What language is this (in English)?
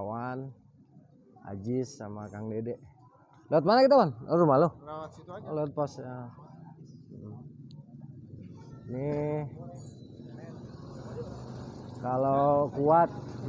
Indonesian